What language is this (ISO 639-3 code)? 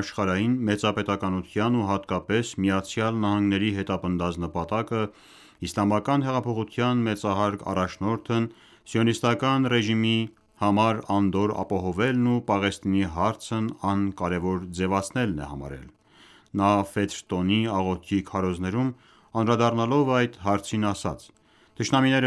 hye